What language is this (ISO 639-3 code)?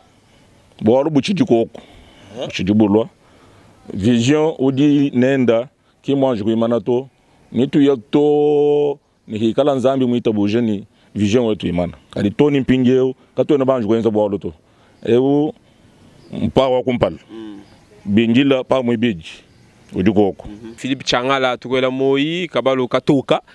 lua